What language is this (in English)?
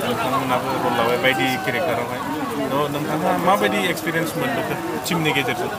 Bodo